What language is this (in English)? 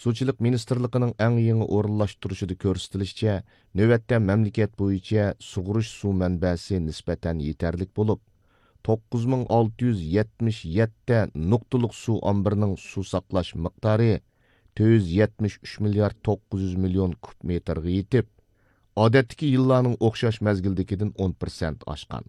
Uyghur